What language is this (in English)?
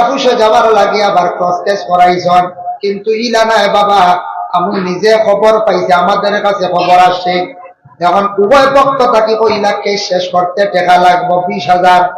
Sylheti